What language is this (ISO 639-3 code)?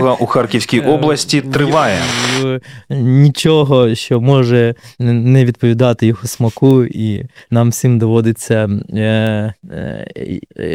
ukr